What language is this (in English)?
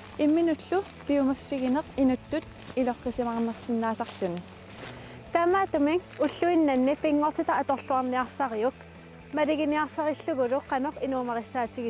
Kalaallisut